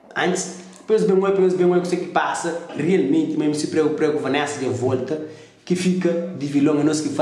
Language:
Kabuverdianu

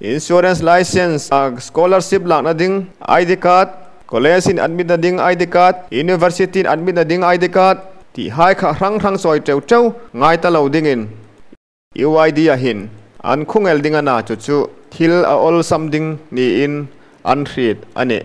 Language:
Hmar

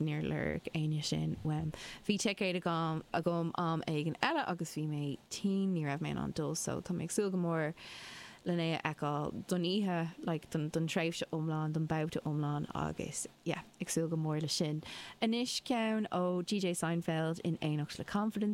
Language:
Irish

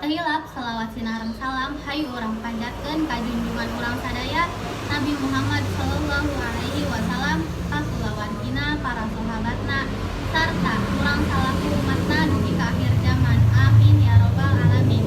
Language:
Sundanese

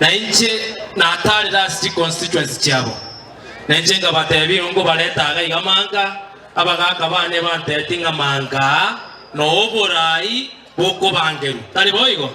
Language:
Gusii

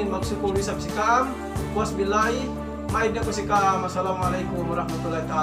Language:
Yakan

